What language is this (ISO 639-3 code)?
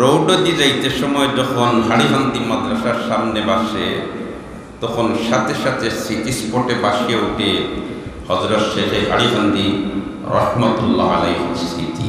syl